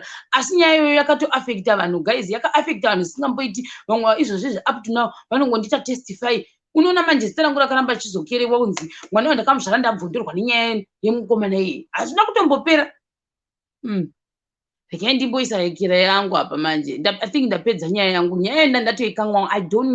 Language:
Shona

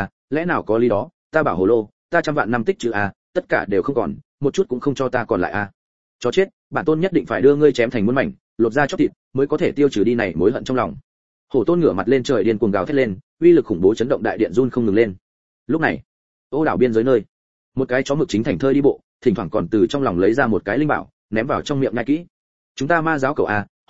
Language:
Vietnamese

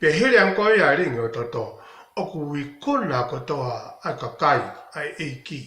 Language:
Tongan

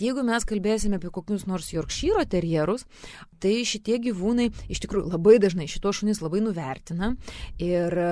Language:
Lithuanian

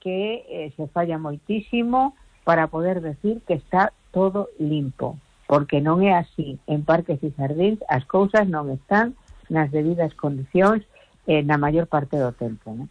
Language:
Galician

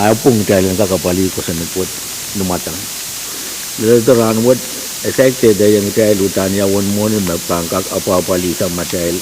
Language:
Pohnpeian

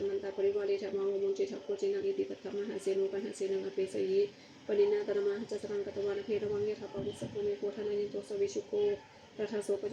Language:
Pali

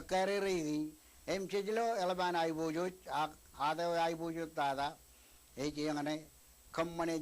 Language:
Marshallese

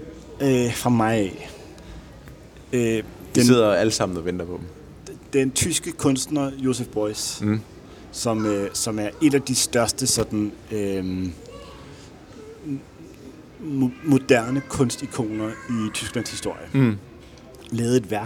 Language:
Danish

